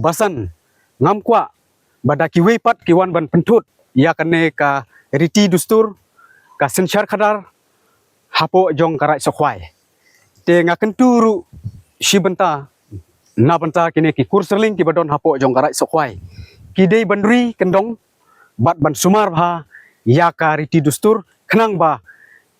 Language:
Khasi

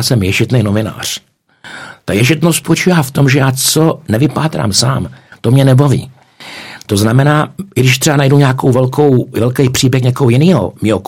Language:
Czech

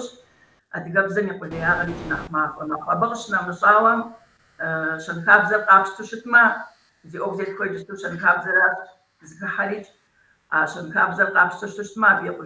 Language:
Kabardian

